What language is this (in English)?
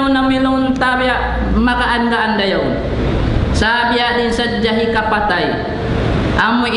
Tausug